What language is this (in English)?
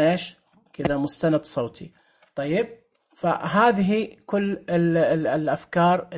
Najdi Arabic